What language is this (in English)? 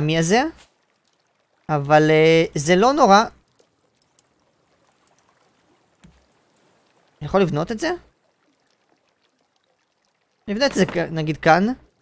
Hebrew